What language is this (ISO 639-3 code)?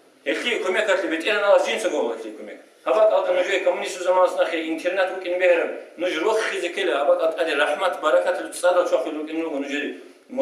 ava